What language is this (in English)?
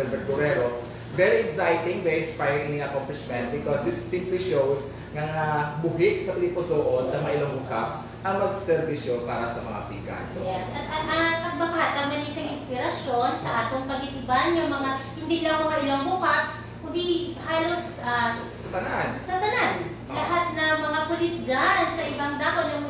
Hiligaynon